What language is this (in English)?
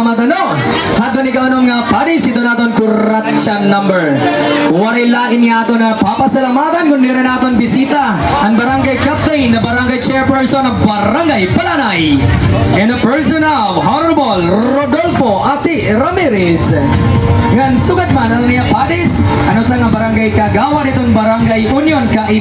Waray